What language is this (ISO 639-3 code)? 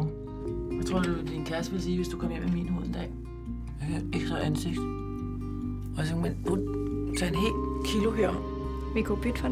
dan